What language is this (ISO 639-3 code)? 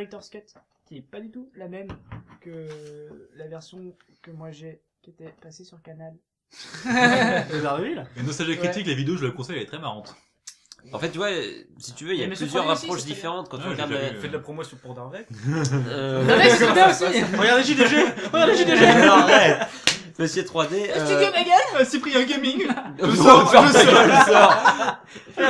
fra